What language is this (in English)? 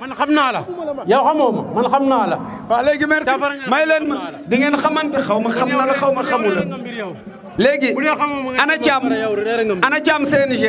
Wolof